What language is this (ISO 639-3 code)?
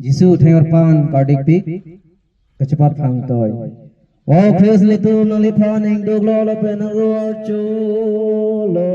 mjw